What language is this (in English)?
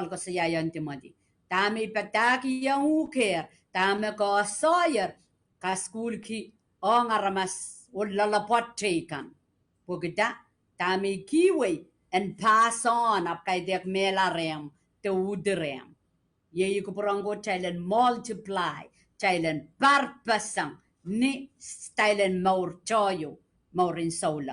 Pohnpeian